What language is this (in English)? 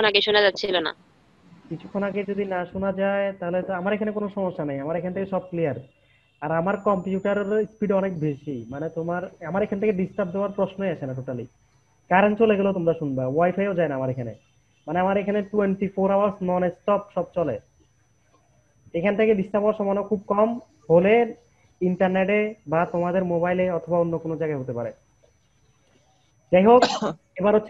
Bangla